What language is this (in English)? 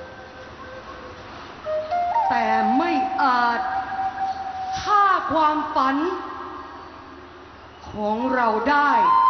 Thai